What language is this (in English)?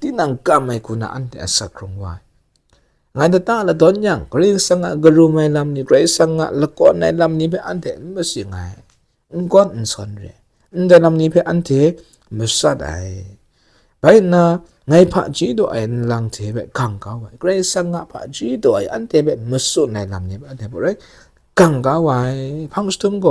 Kachin